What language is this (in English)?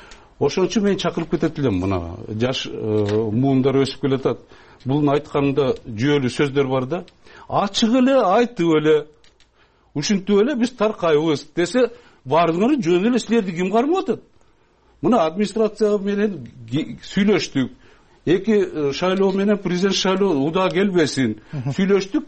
Kyrgyz